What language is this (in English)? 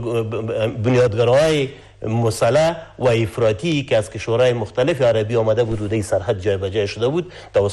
Persian